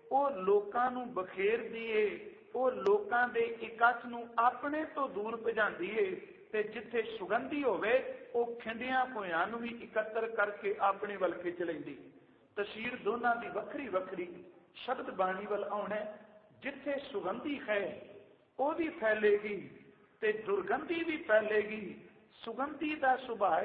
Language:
Punjabi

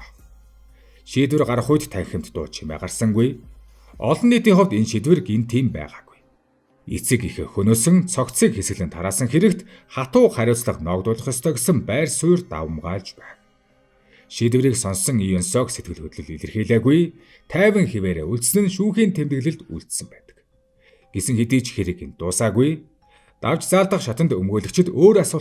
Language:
Mongolian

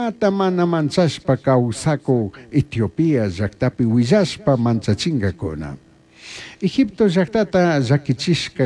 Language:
Chimborazo Highland Quichua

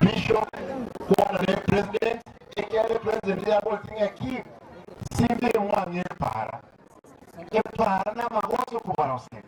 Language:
Gusii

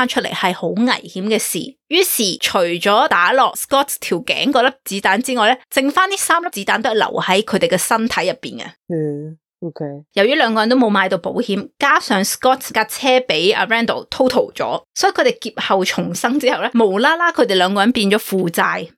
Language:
Cantonese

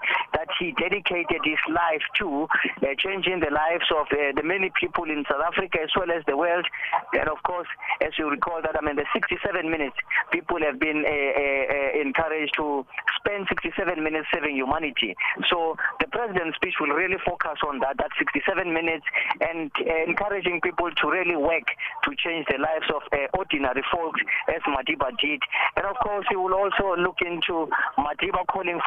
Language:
English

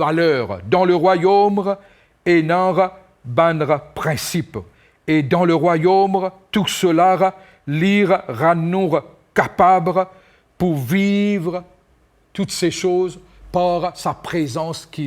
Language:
Morisyen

